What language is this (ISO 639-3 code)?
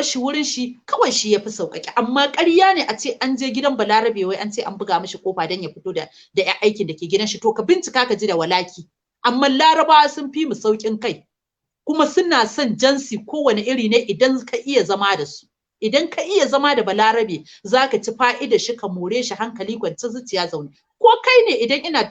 hau